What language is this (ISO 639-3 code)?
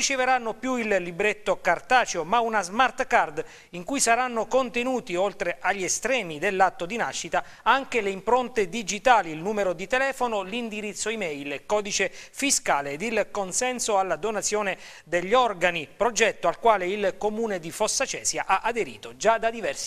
ita